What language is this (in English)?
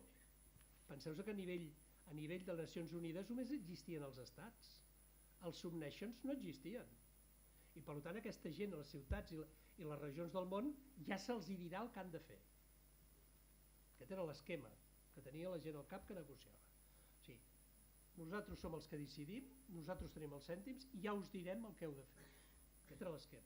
Catalan